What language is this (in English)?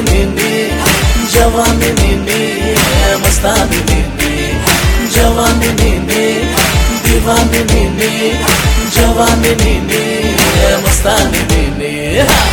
Telugu